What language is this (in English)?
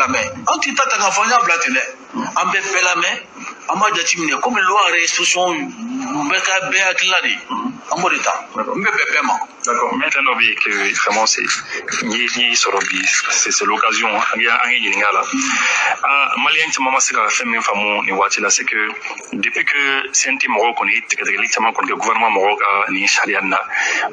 Bambara